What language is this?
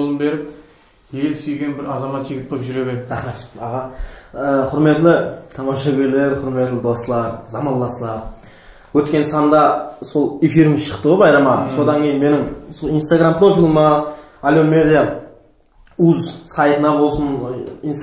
Kara-Kalpak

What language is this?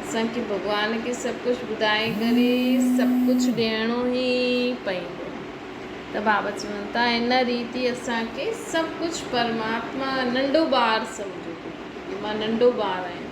Sindhi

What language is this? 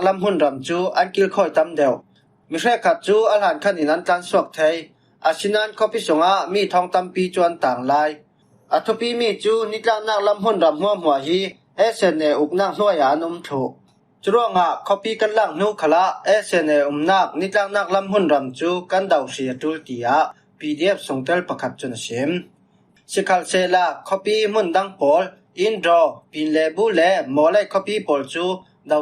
Falam Chin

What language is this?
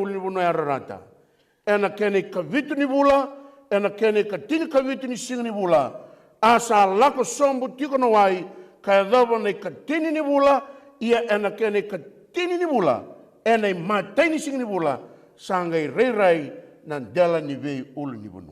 Fijian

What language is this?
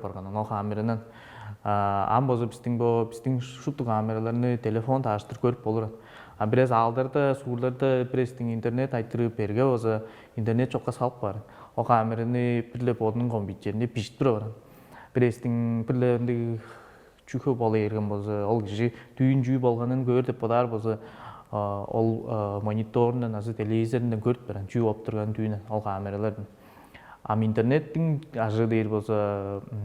Tuvinian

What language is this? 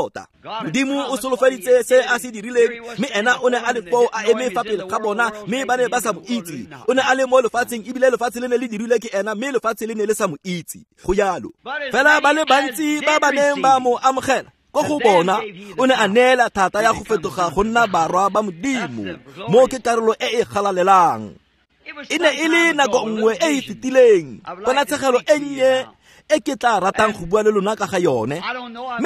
Tswana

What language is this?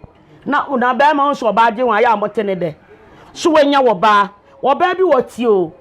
Akan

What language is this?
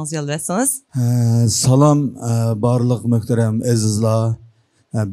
Uyghur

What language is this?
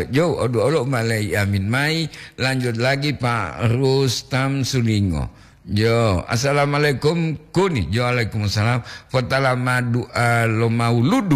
Gorontalo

